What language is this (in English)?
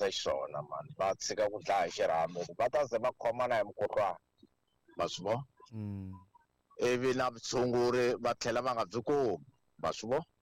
Tsonga